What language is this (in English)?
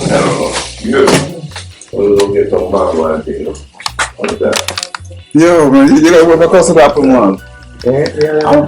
Jamaican Creole English